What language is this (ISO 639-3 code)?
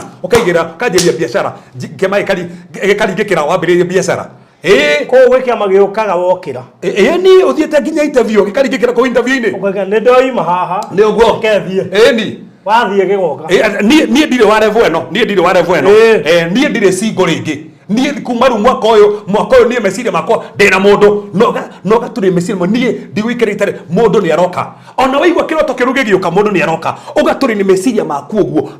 kik